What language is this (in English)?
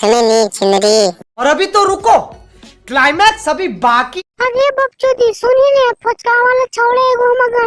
Magahi